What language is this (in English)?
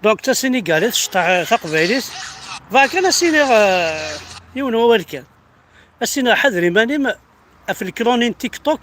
Kabyle